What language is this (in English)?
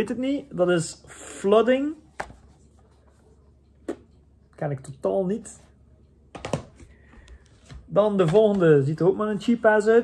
Dutch